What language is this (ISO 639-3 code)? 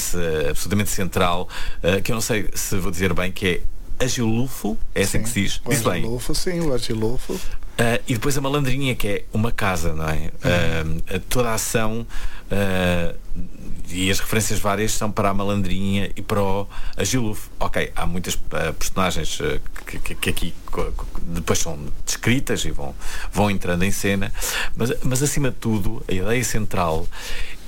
por